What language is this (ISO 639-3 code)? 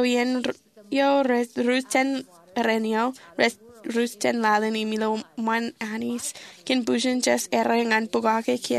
mah